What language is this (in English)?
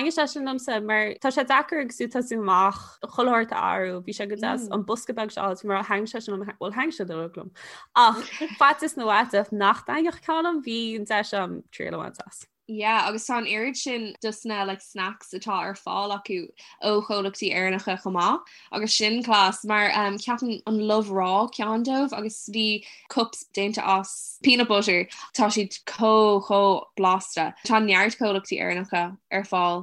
Irish